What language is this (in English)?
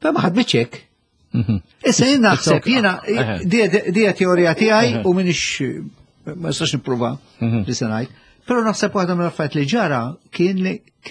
Maltese